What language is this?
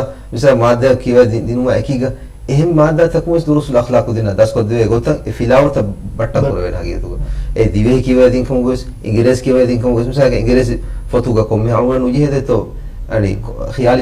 Divehi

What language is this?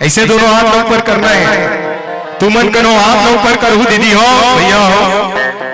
Chhattisgarhi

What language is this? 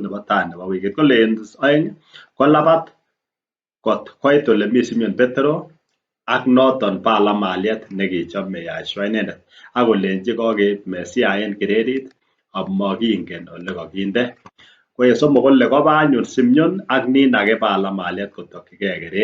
Kalenjin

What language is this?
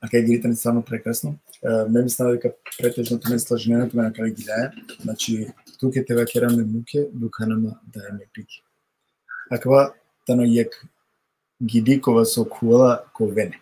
Balkan Romani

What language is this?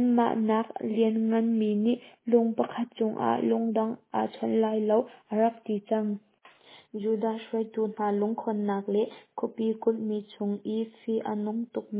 Hakha Chin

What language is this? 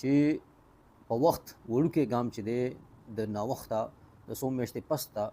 Pashto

